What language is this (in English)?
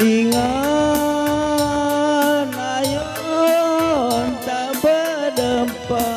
Batak Karo